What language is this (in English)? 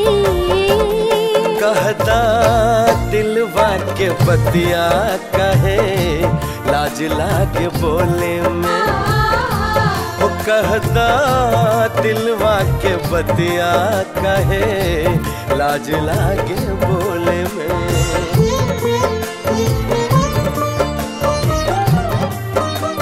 Bhojpuri